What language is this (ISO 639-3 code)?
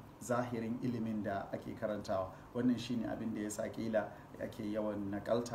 hau